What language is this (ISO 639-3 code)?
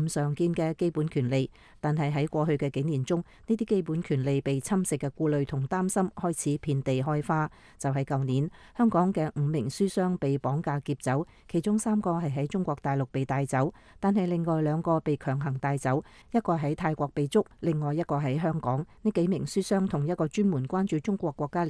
yue